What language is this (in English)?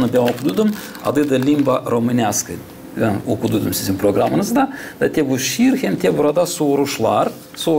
Gagauz